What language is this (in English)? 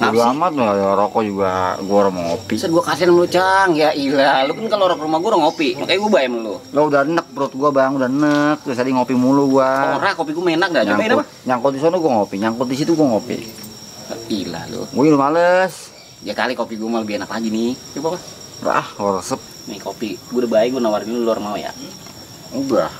Betawi